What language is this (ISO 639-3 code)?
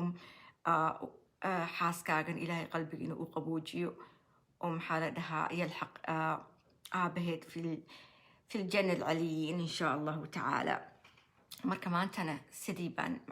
som